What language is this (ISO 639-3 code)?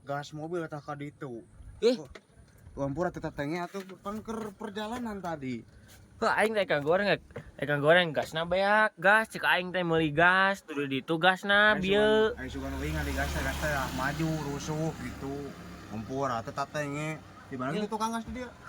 sun